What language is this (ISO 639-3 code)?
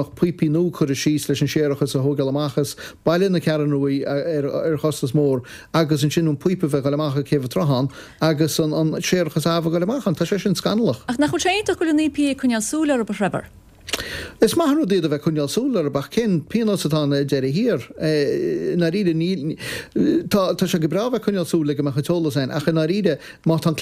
gle